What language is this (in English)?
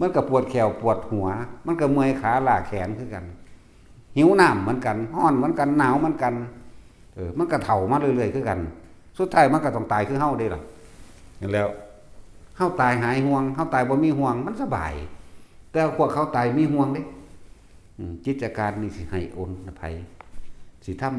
Northeastern Thai